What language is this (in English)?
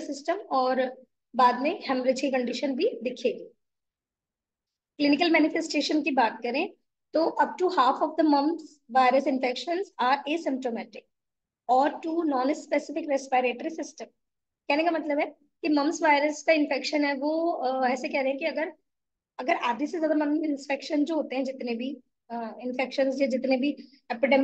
Hindi